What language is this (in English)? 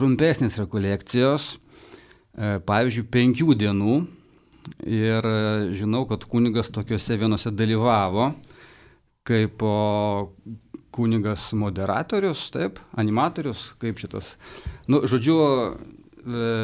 Lithuanian